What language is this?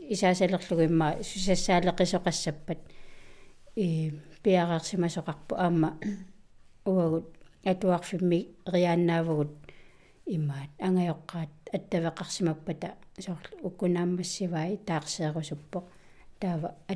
Kalaallisut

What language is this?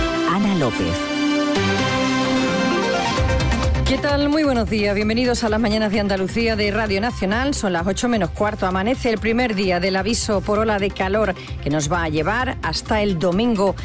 Spanish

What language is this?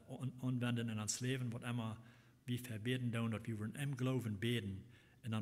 Plautdietsch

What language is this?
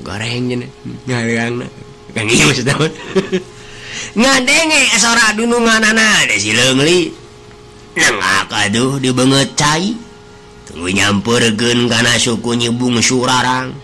Sundanese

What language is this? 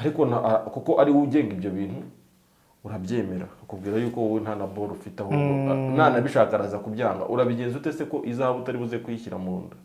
Kinyarwanda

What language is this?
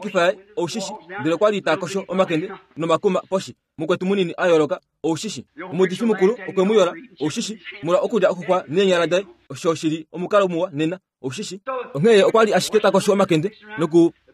Kuanyama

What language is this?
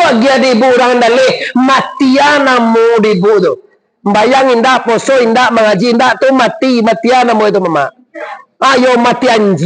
Minangkabau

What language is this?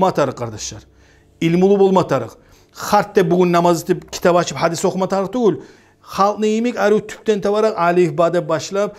Kumyk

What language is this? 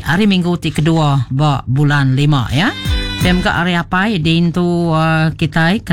Iban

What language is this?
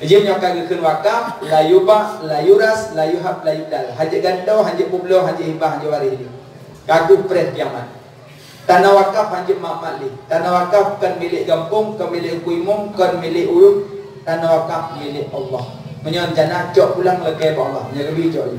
Achinese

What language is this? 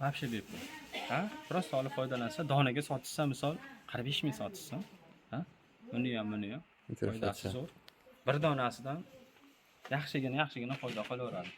Uzbek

